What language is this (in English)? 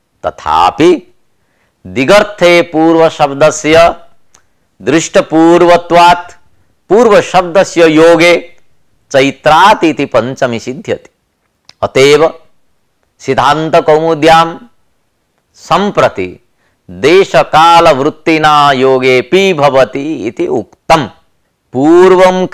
Sanskrit